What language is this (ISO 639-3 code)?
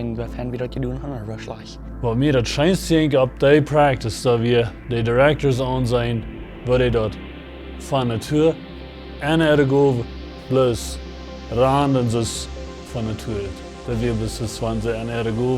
pdt